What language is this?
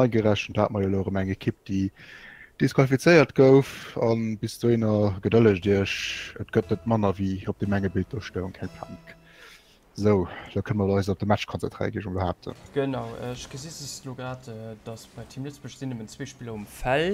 Luxembourgish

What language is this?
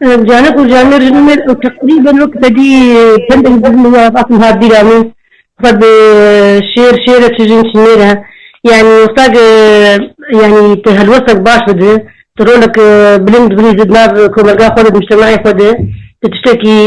Kurdish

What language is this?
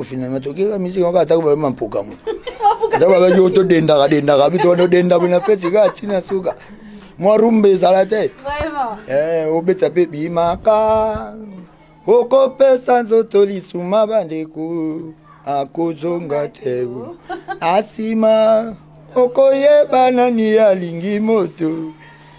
Lingala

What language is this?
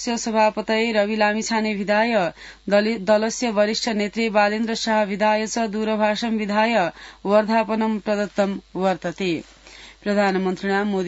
Sanskrit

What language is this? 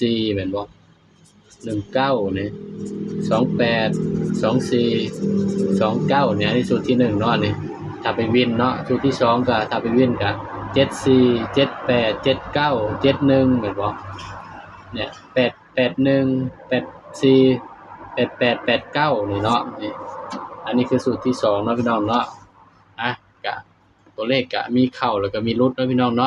Northeastern Thai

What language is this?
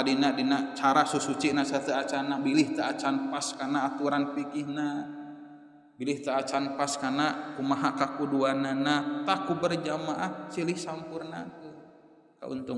Sundanese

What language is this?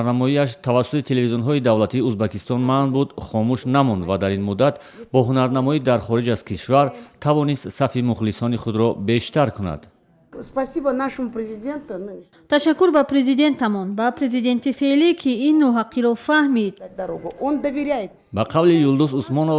Tajik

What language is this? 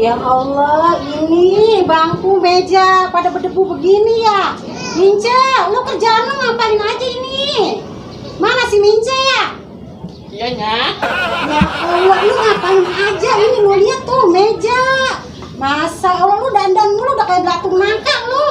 Betawi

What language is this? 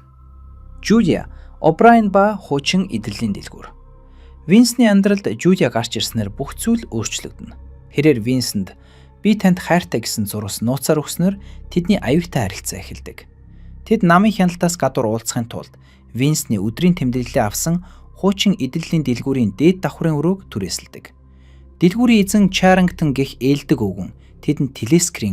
Mongolian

